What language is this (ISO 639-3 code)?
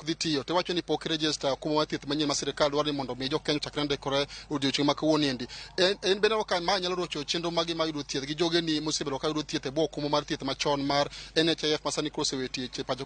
luo